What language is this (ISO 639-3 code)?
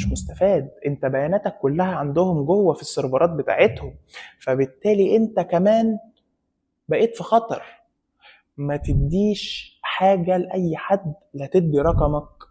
arz